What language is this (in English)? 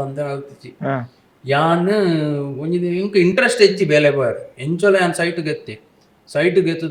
Tulu